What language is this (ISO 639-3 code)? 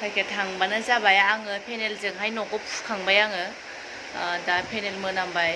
brx